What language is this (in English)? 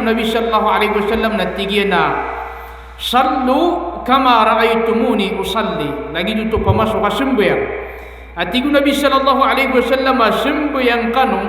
Maranao